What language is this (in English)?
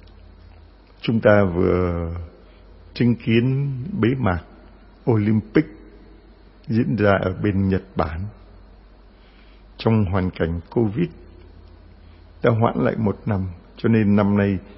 Vietnamese